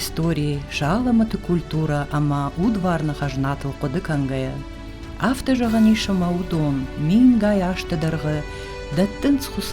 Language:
Ossetic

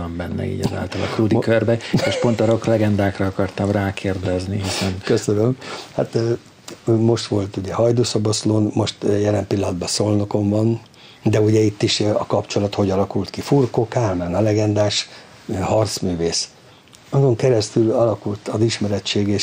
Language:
Hungarian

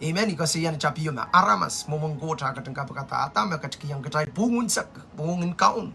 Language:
Pohnpeian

